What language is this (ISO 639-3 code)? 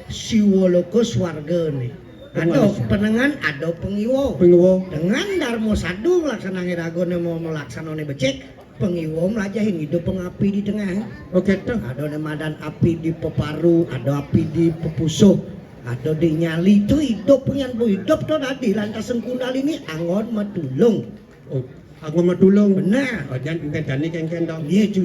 ban